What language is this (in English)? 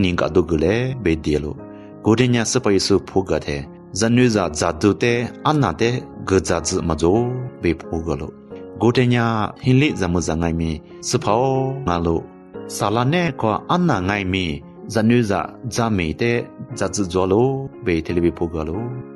Lisu